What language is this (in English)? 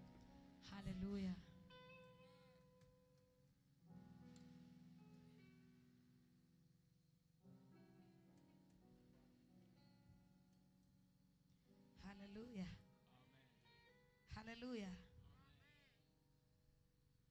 Swahili